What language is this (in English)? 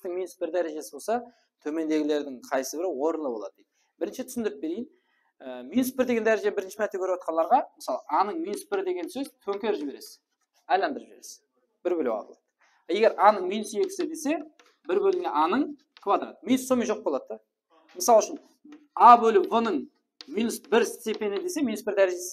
Kara-Kalpak